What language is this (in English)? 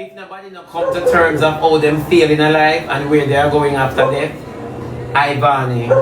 Jamaican Creole English